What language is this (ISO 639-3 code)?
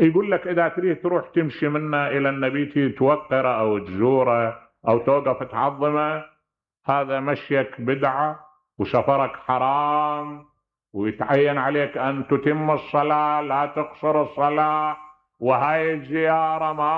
acm